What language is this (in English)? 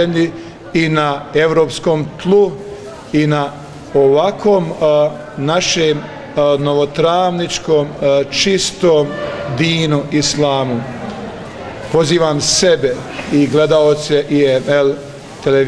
Bosnian